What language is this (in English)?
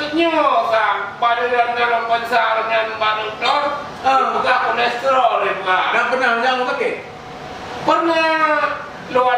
Achinese